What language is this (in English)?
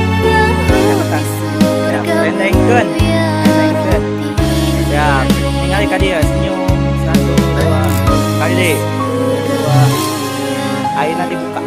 Sundanese